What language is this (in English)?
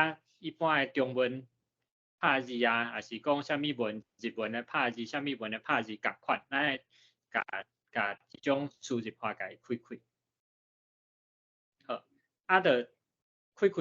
Min Nan Chinese